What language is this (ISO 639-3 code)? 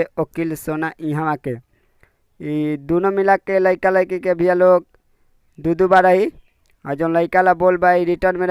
bho